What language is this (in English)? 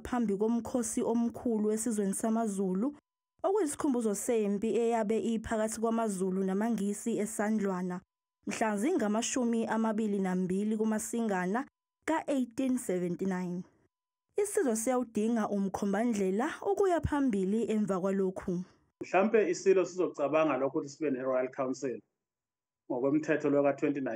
Zulu